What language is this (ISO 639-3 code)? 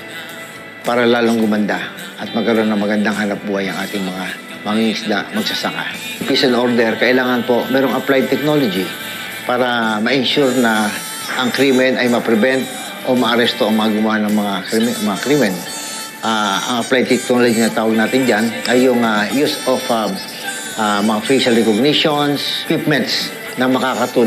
fil